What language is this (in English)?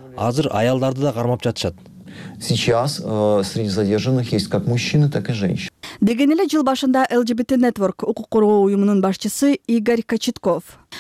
Kyrgyz